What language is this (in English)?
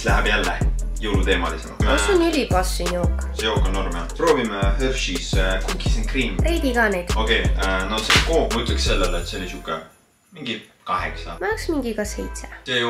Estonian